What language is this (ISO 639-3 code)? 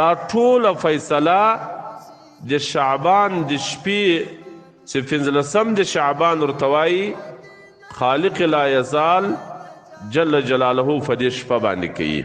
pus